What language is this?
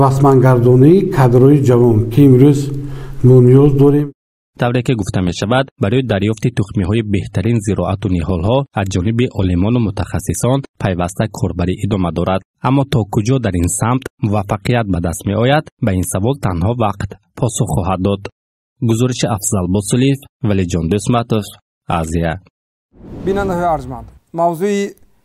Tajik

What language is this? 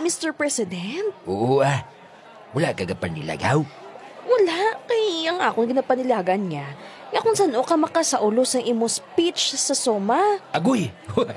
Hiligaynon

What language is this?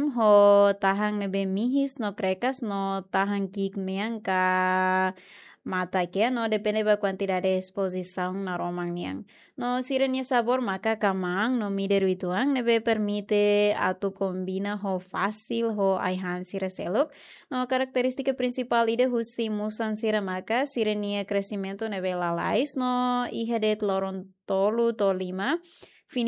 Tetum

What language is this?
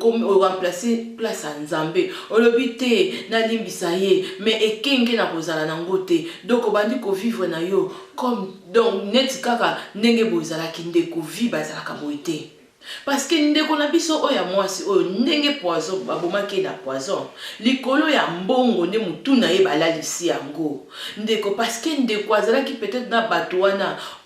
Lingala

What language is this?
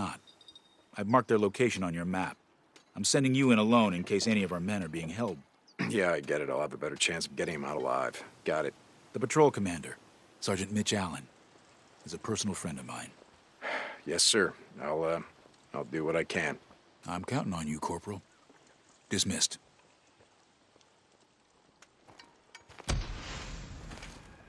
English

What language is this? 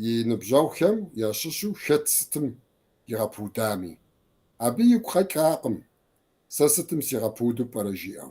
Kabardian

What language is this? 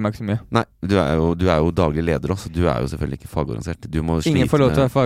Norwegian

